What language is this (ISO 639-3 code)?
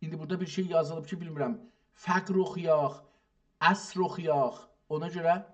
azb